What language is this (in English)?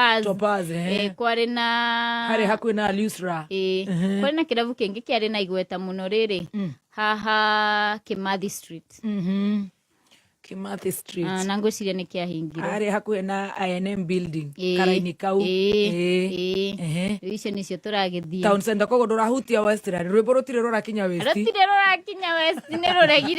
Kikuyu